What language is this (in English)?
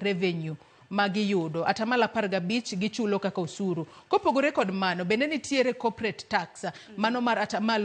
Luo (Kenya and Tanzania)